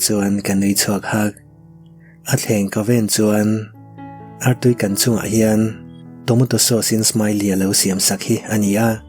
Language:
Mizo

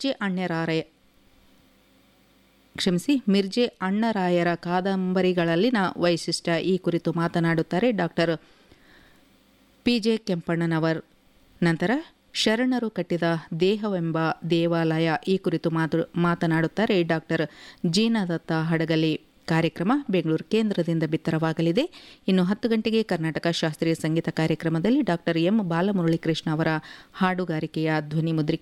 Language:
Kannada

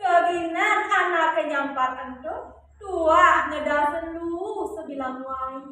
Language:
Balinese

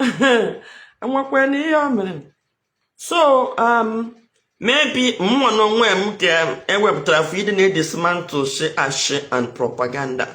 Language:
Igbo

